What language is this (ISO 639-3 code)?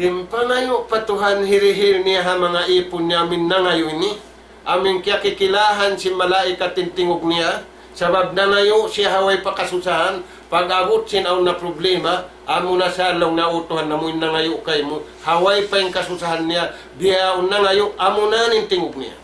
tsg